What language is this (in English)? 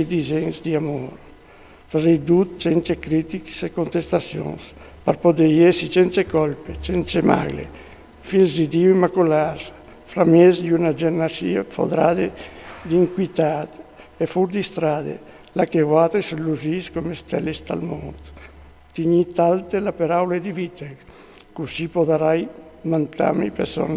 Friulian